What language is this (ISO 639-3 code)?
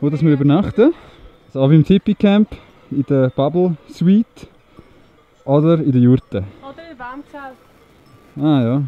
gsw